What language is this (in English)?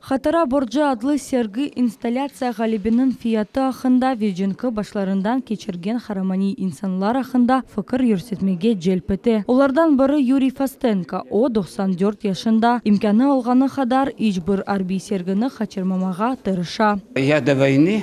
Crimean Tatar